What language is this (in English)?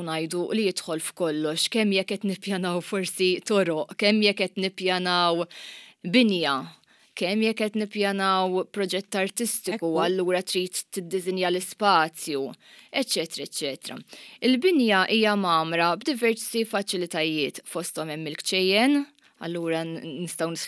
Maltese